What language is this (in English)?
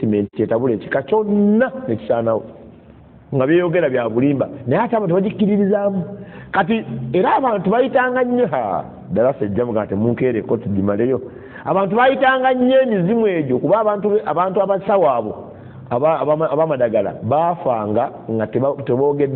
Ganda